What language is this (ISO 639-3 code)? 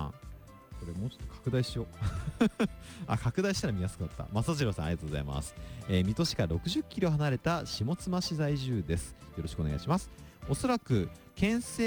jpn